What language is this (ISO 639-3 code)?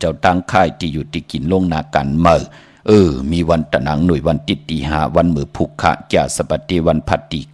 shn